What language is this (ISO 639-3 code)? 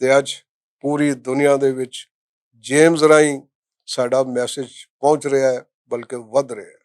lah